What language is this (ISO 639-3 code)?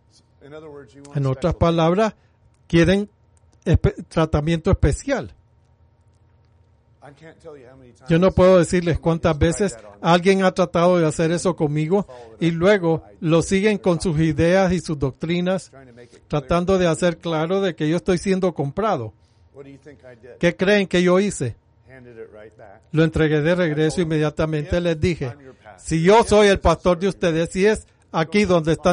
spa